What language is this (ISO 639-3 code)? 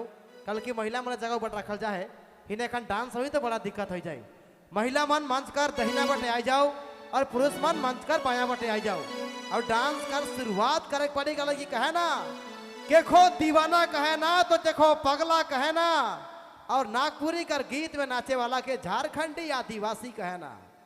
sck